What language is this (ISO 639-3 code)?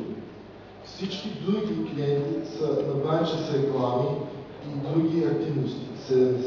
bul